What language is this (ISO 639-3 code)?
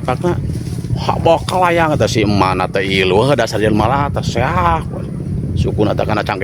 sun